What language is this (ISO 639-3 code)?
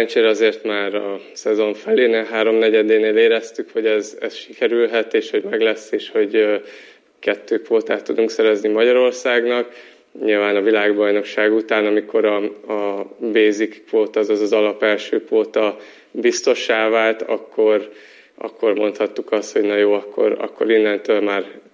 hun